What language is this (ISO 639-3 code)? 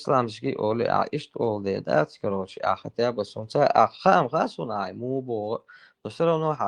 che